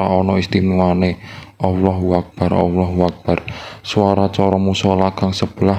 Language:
Javanese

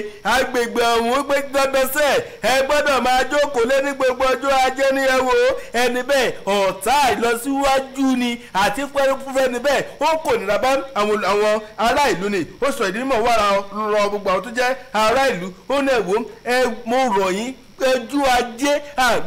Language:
Yoruba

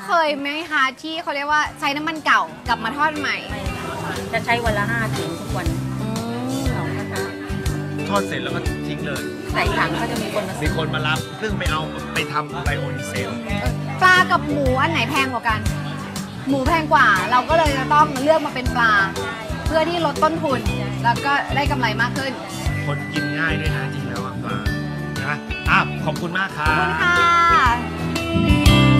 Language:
Thai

